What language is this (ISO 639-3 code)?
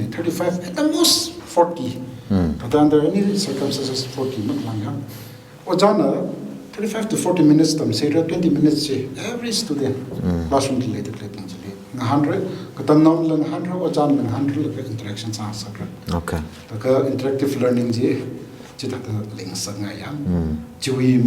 nmf